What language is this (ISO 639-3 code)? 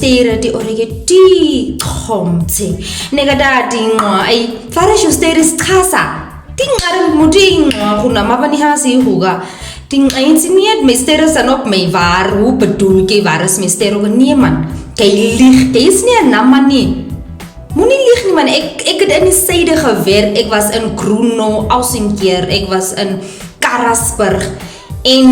naq